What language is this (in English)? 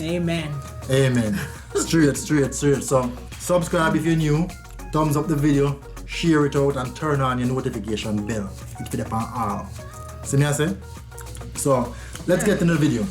Jamaican Creole English